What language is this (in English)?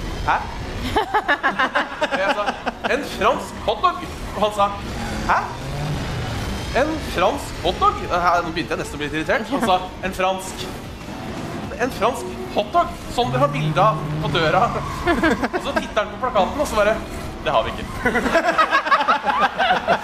Norwegian